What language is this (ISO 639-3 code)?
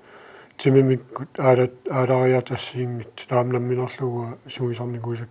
kal